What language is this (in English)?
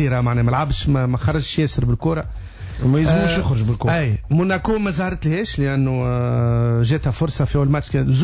Tunisian Arabic